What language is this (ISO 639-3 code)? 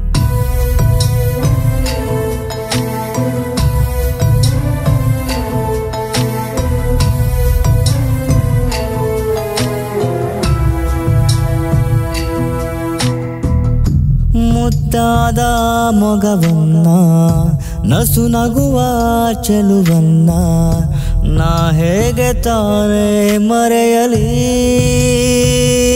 kan